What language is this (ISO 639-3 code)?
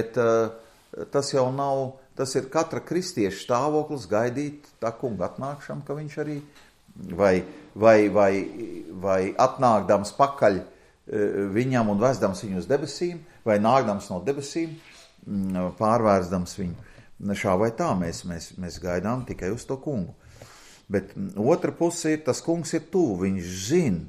lav